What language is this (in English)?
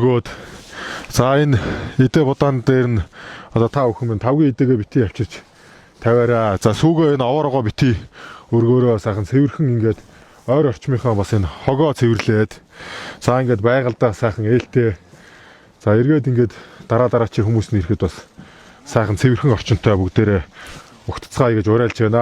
Mongolian